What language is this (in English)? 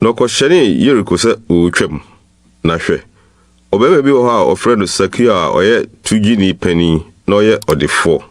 Akan